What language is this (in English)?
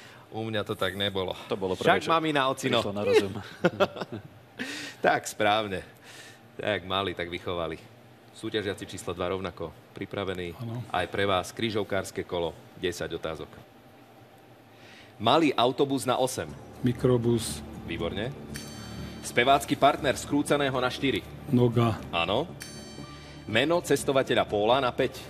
Slovak